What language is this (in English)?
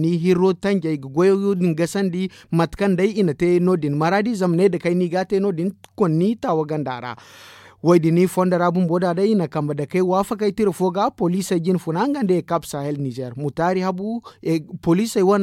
Zarma